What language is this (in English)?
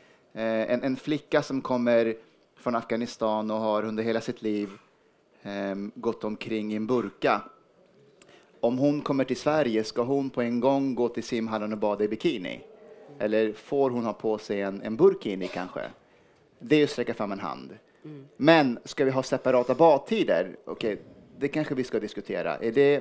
Swedish